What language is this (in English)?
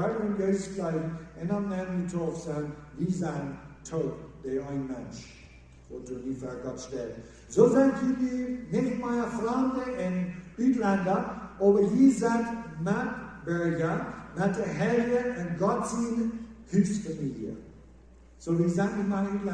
Plautdietsch